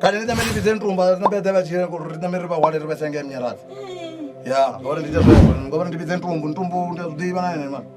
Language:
Venda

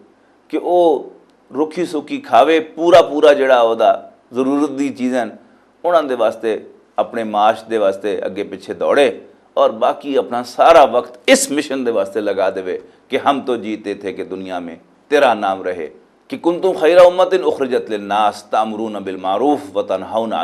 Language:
Western Panjabi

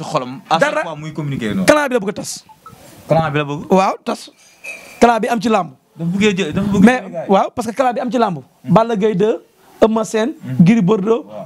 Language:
Wolof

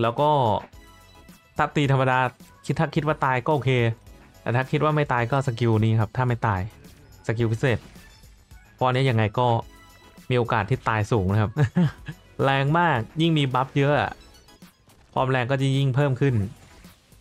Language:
Thai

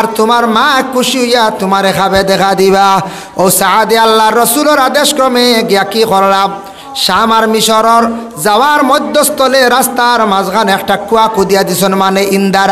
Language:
Sylheti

